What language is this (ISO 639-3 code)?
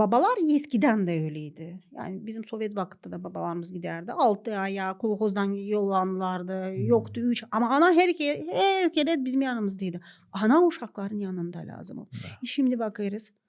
gag